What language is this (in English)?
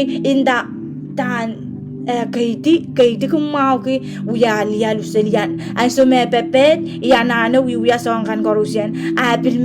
Pohnpeian